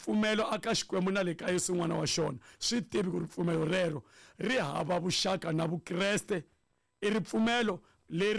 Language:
Tsonga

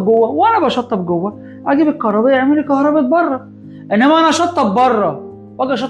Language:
Egyptian Arabic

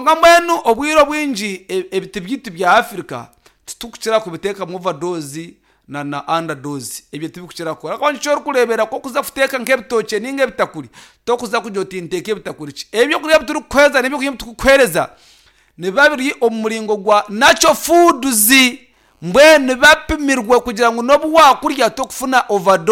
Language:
Nyankole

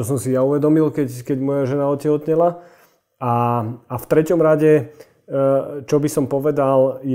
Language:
Slovak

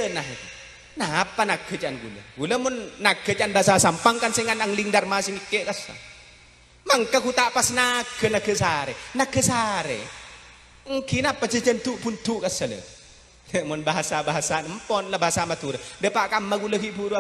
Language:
Madurese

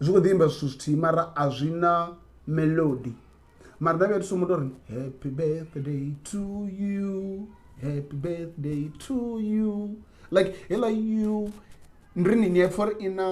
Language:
Venda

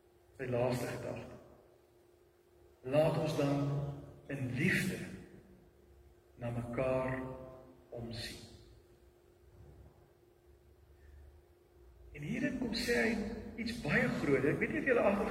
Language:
Afrikaans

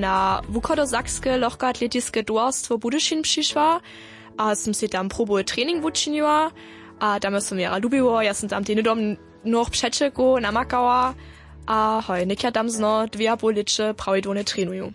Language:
Upper Sorbian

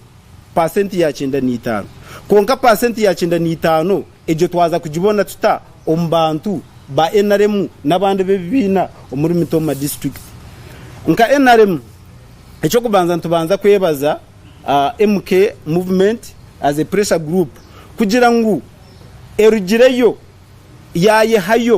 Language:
Nyankole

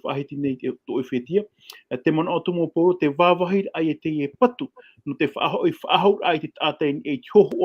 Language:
Tahitian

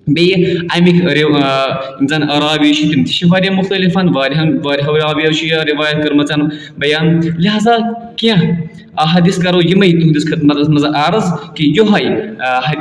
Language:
Kashmiri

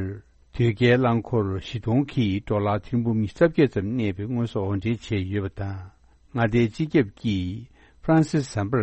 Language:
Tibetan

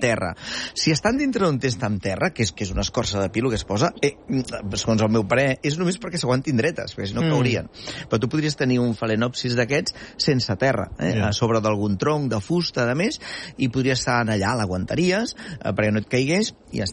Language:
Catalan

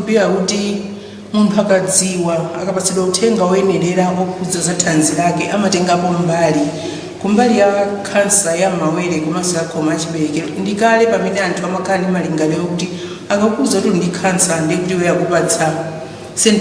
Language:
Nyanja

